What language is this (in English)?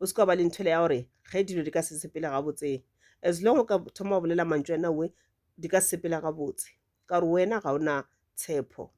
Northern Sotho